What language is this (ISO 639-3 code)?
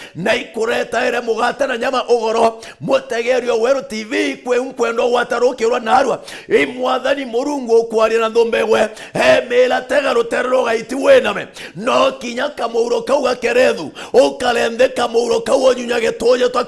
mer